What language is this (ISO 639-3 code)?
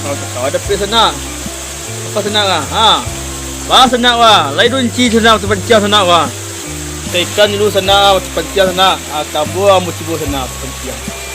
min